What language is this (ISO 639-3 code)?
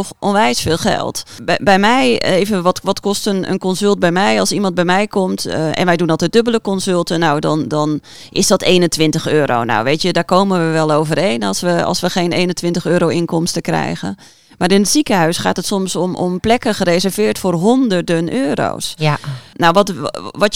nld